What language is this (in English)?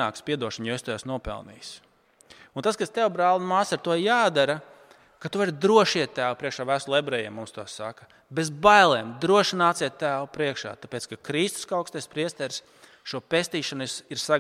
Latvian